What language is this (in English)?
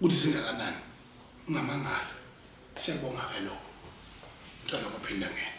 Zulu